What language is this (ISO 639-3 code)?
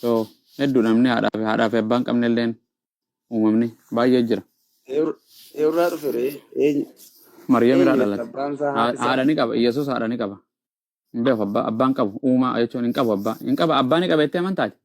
orm